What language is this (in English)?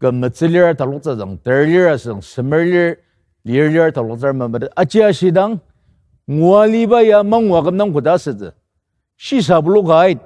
Ao Naga